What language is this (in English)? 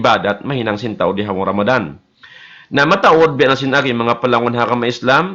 Tausug